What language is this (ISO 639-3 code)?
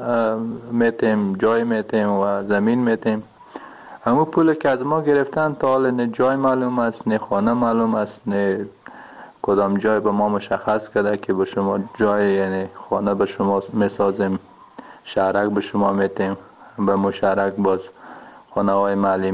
fas